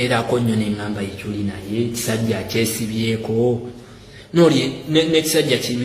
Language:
Ganda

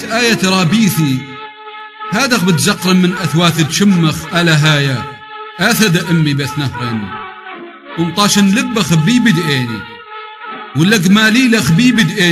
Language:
Assyrian Neo-Aramaic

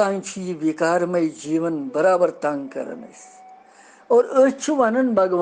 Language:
Kashmiri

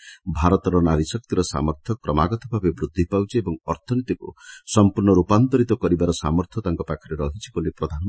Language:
Odia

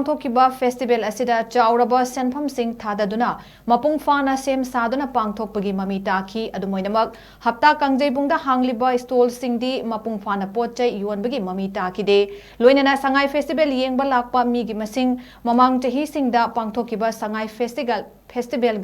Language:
Manipuri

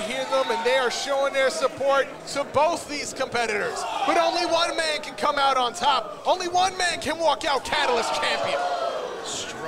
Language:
English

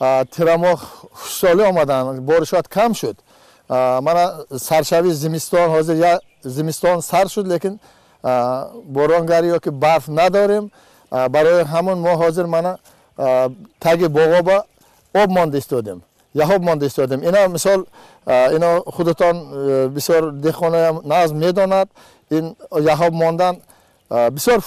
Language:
Tajik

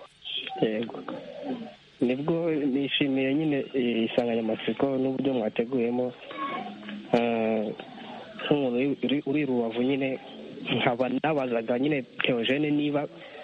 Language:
Kinyarwanda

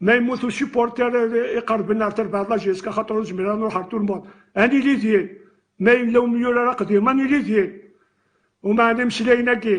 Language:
Kabyle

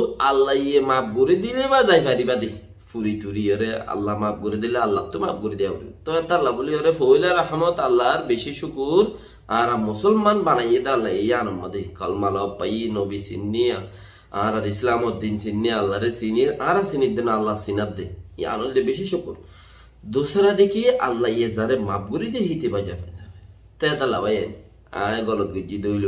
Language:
Rohingya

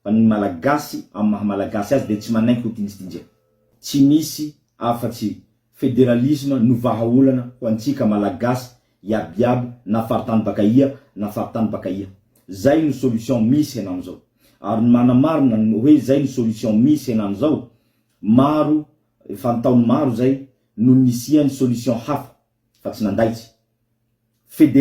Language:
Malagasy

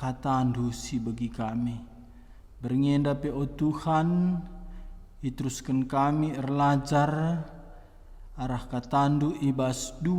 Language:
Batak Karo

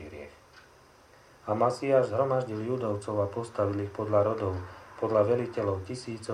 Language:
Slovak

